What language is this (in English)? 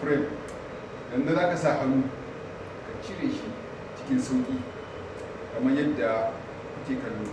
Hausa